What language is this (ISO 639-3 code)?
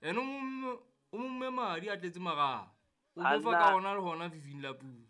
sot